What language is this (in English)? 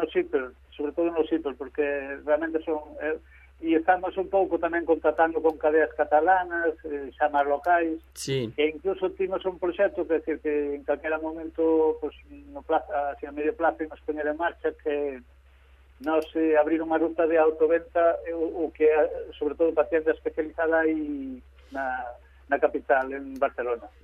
Galician